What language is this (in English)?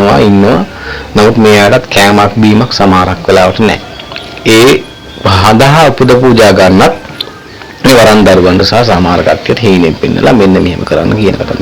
Sinhala